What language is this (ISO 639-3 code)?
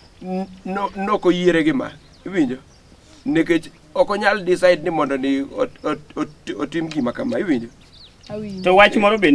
luo